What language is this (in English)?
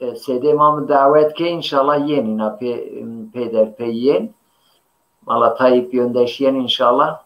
Zaza